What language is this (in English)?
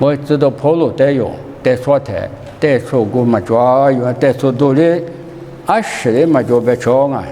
Lisu